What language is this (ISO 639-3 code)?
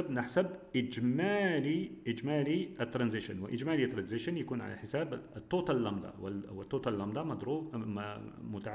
ara